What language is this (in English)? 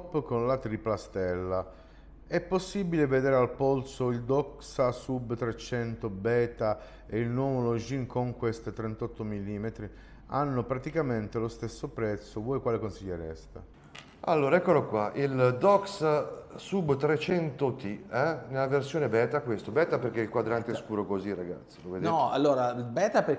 Italian